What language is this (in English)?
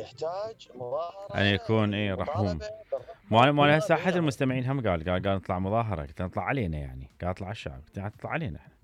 Mesopotamian Arabic